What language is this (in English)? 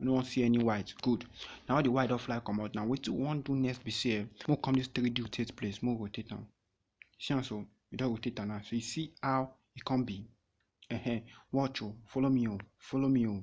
Nigerian Pidgin